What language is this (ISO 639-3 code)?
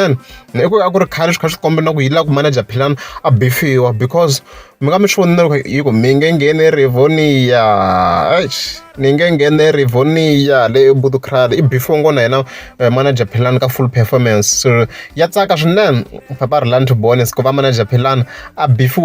tso